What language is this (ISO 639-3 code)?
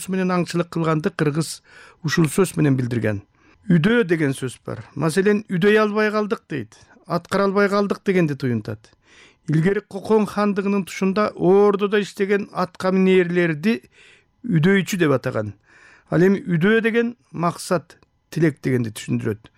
kir